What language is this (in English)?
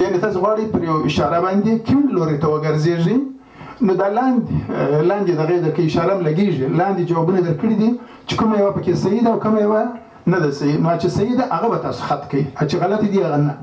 Pashto